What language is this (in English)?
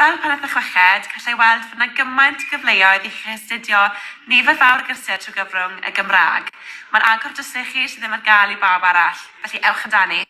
Welsh